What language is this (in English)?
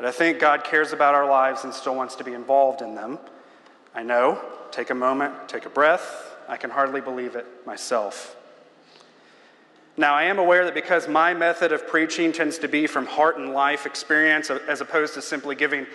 English